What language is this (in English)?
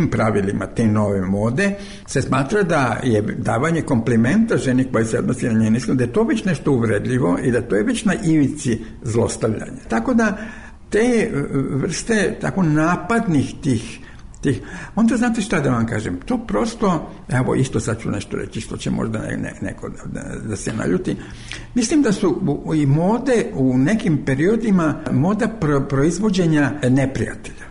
Serbian